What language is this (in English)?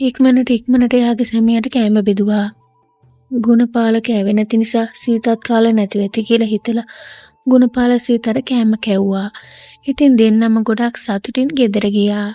Sinhala